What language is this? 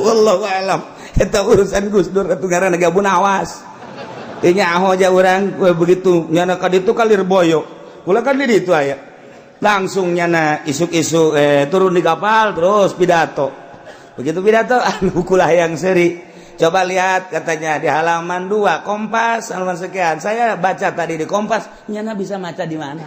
Sundanese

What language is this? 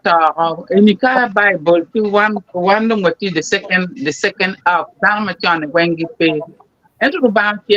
Acoli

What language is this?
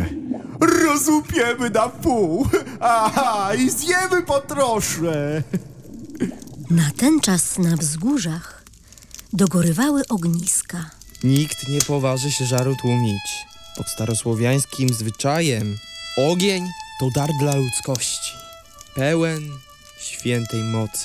Polish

